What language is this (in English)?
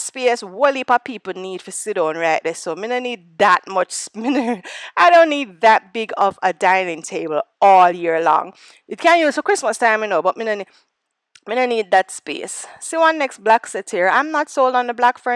Jamaican Creole English